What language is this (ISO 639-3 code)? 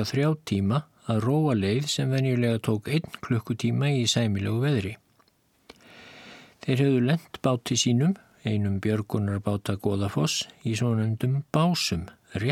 isl